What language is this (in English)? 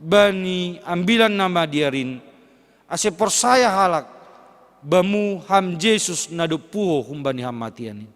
Batak Simalungun